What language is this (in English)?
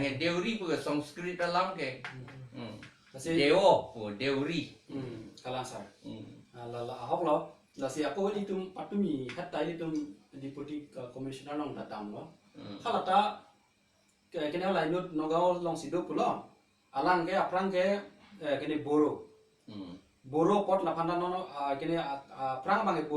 Karbi